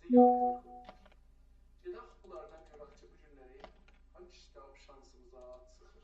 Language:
South Azerbaijani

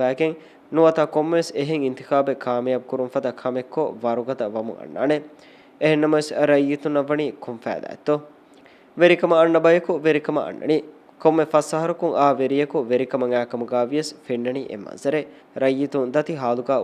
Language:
Divehi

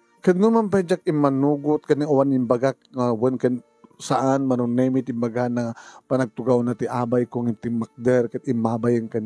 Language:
Iloko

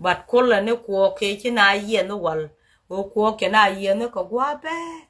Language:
Nuer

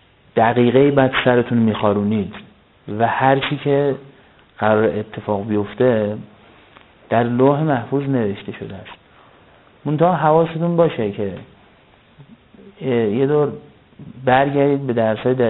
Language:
Persian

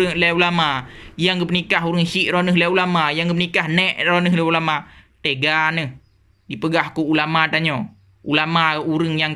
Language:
Achinese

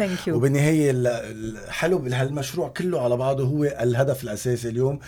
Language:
North Levantine Arabic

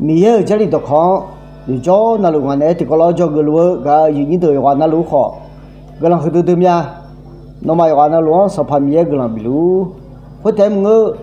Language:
Akha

